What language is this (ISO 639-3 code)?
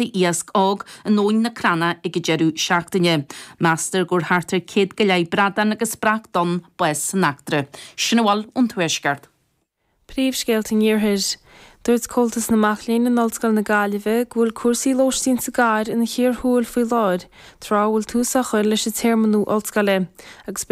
gle